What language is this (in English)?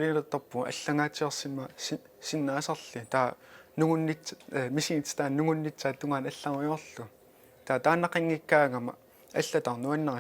Kalaallisut